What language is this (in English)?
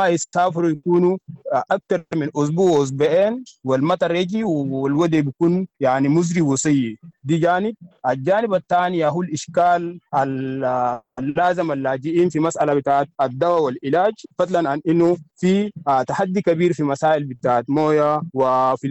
Sudanese Arabic